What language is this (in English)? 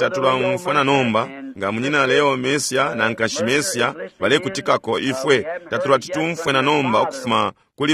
Bemba